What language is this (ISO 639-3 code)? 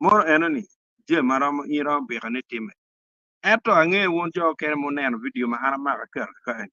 ach